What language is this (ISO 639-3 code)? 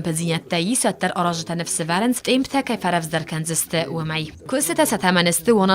oss